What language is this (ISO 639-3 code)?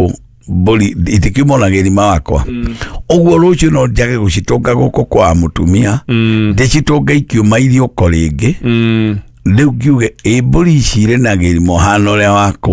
kik